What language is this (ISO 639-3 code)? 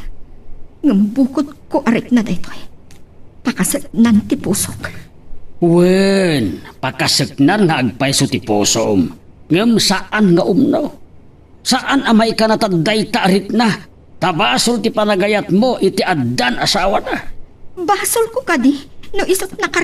ilo